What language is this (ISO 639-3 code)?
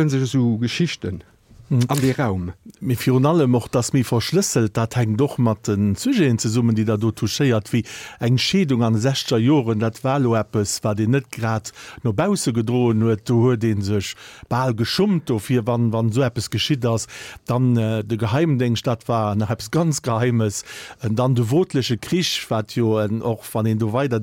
ltz